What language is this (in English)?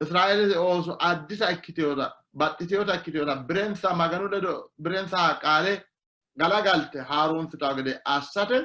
Sidamo